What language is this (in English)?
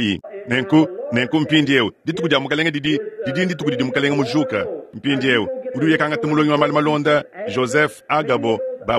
Luba-Lulua